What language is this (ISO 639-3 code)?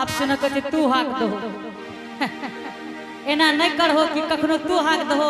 anp